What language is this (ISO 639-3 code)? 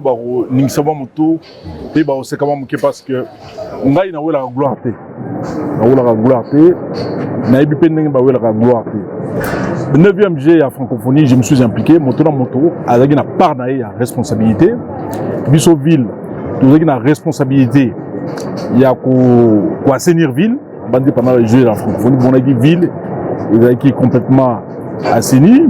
lin